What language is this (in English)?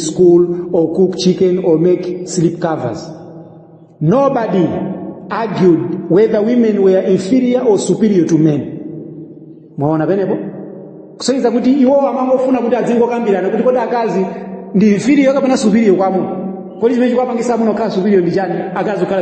Nyanja